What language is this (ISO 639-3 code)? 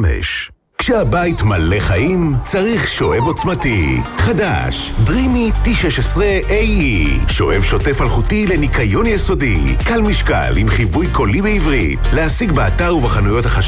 heb